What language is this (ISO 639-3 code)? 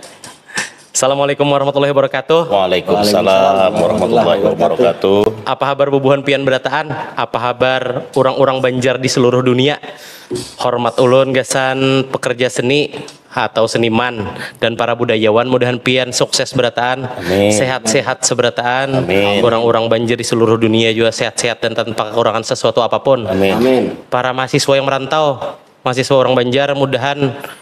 bjn